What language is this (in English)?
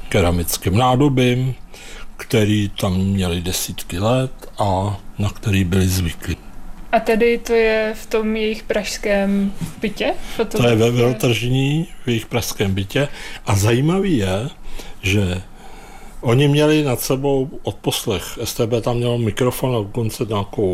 Czech